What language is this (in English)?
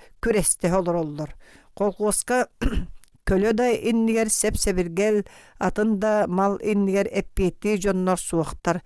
Yakut